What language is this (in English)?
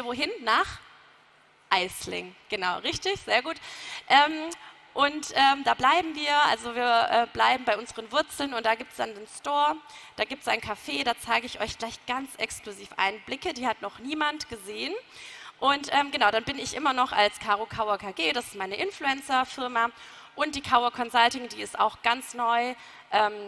German